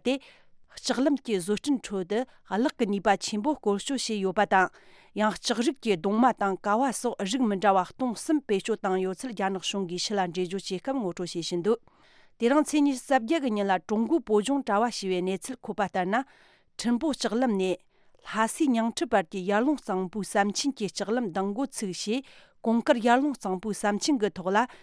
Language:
Tibetan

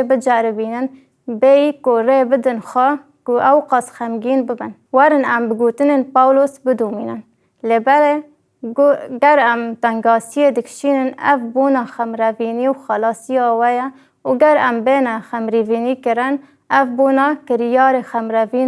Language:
Kurdish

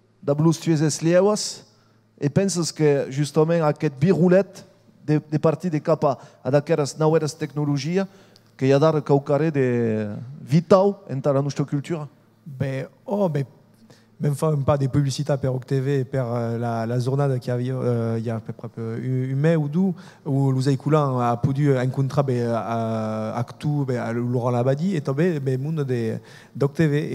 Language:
Occitan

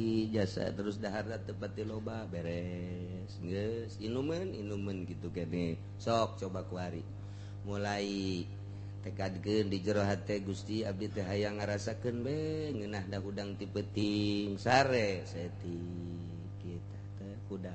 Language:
Sundanese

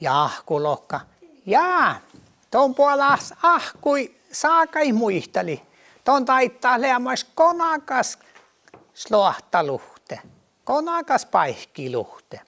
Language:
Northern Sami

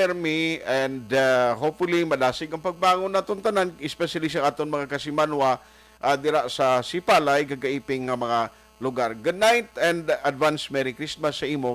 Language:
Hiligaynon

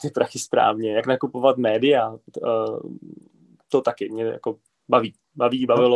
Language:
Czech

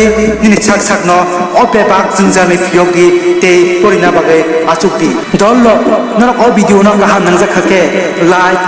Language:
Kok Borok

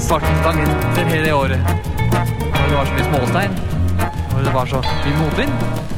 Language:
Norwegian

